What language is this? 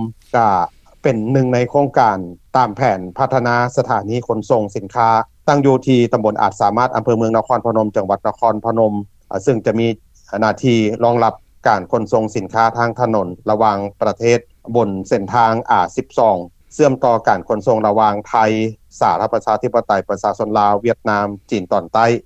Lao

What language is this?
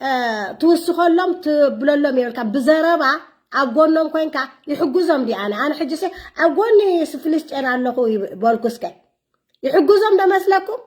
Tigrinya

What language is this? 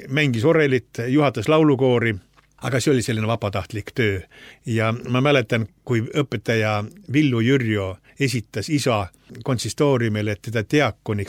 Estonian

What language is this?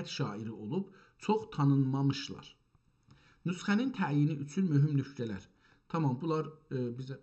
South Azerbaijani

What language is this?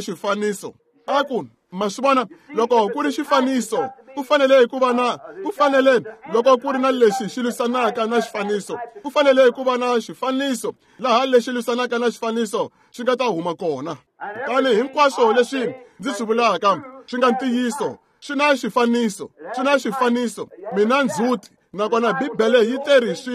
Tsonga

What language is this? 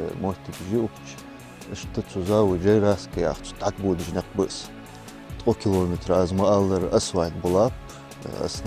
Ingush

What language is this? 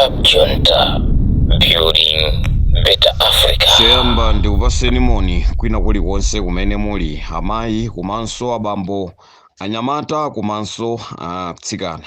Nyanja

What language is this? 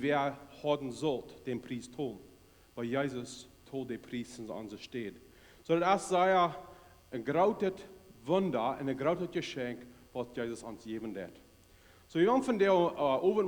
Plautdietsch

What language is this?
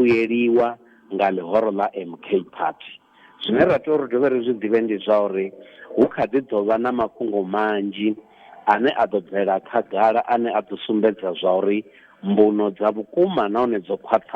Venda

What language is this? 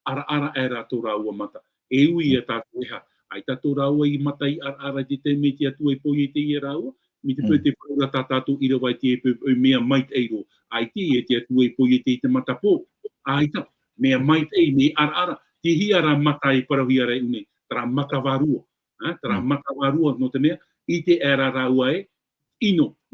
Tahitian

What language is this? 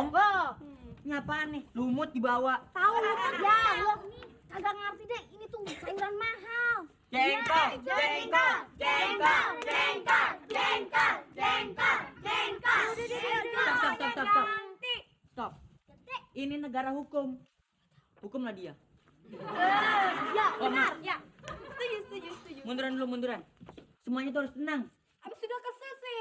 Betawi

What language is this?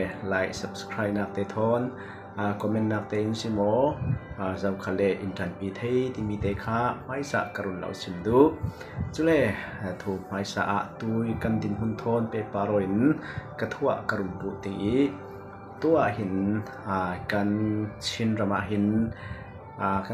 Falam Chin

